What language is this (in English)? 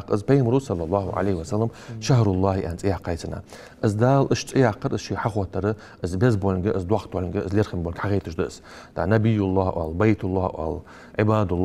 Ingush